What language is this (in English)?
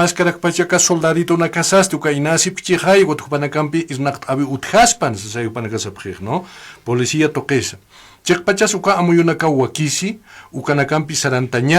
Aymara